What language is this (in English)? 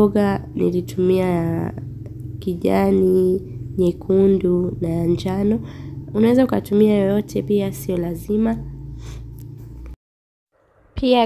Swahili